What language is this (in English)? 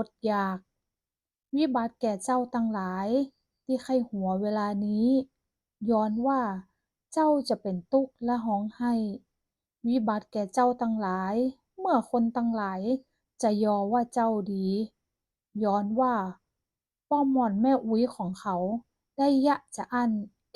Northern Thai